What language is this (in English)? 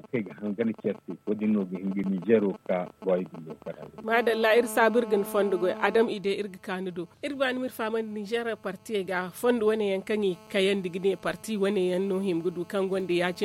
Zarma